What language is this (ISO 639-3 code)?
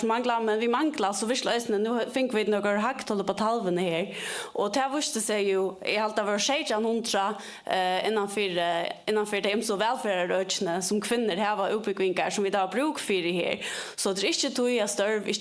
fao